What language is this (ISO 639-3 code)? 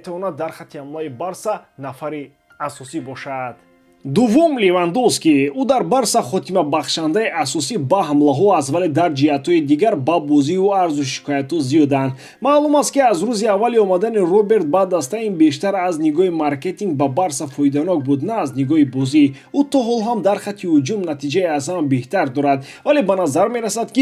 tgk